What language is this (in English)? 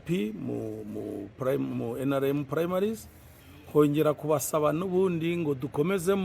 Nyankole